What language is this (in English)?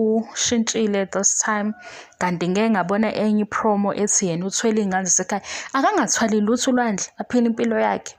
Zulu